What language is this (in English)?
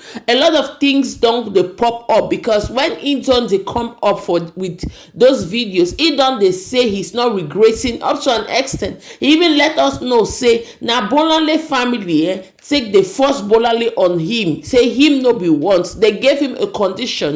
Nigerian Pidgin